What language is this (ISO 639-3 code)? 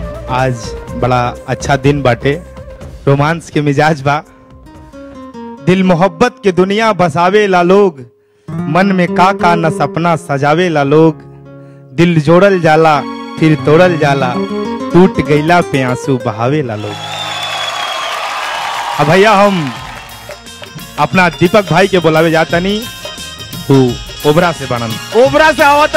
bho